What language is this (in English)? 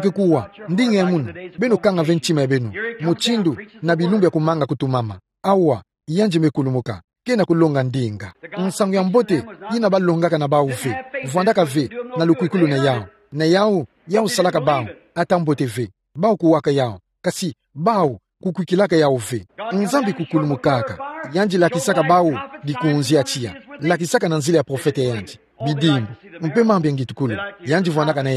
Kituba (Democratic Republic of Congo)